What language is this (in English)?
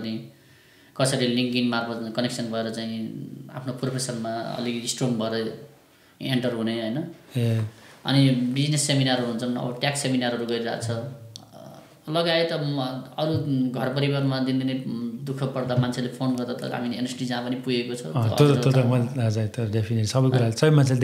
Nepali